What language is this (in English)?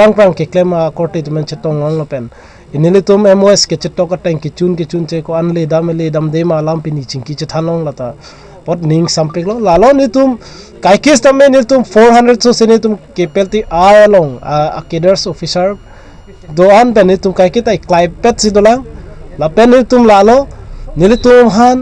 Karbi